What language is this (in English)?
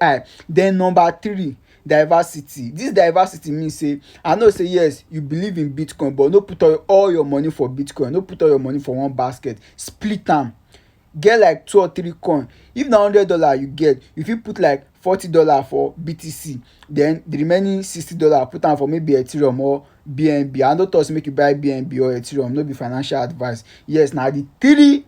Nigerian Pidgin